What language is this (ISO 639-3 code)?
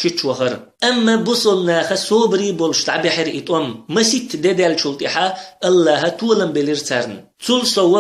che